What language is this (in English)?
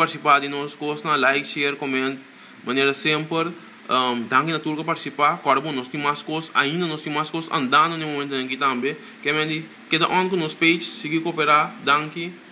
Papiamento